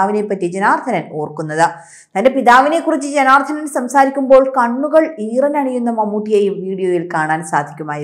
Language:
Malayalam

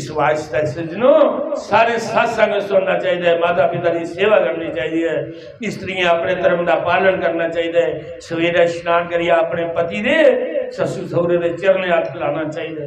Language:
Dogri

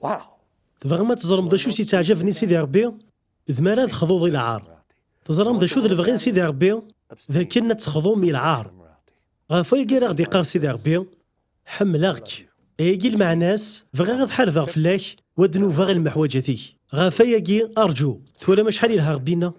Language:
Kabyle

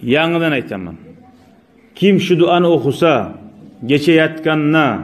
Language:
Kumyk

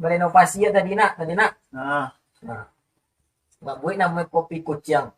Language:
Minangkabau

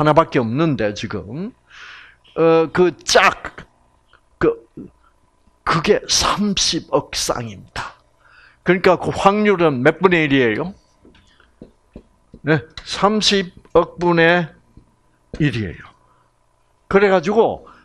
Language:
Korean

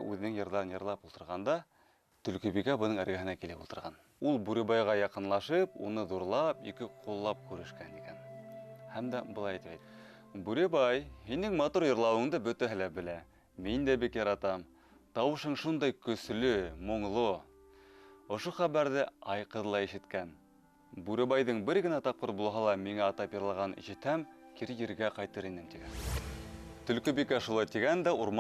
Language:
Bashkir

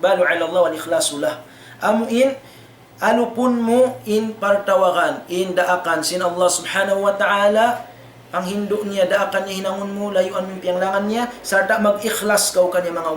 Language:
Tausug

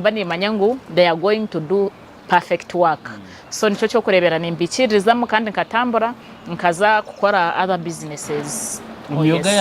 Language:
Nyankole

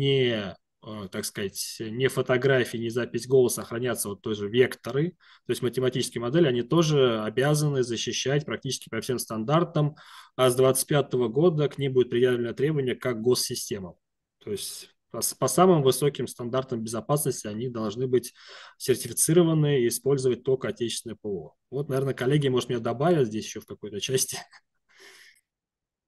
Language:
Russian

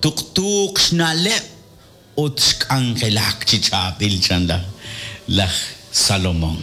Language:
Kekchí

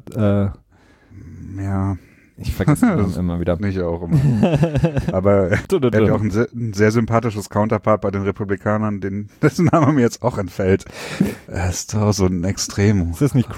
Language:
German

